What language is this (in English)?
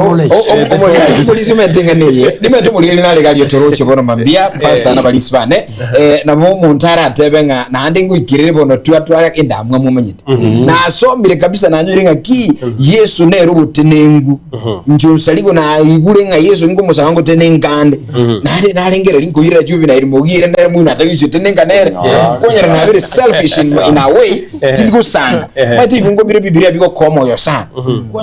Gusii